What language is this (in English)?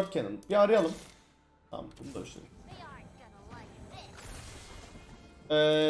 Turkish